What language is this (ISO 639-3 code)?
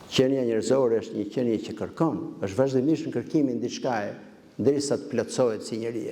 sqi